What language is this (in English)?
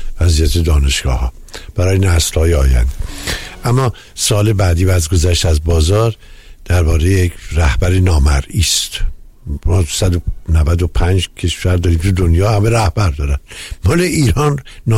Persian